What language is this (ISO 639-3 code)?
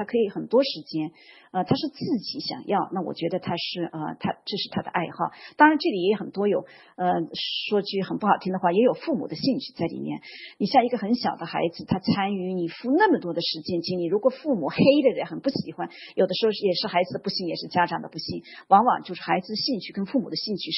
zho